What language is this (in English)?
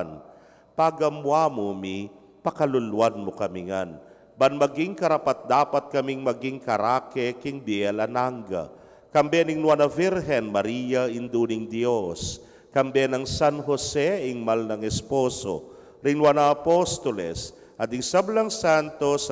Pampanga